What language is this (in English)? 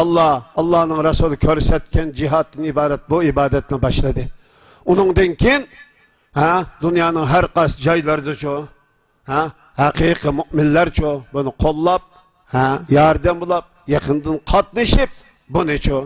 Uyghur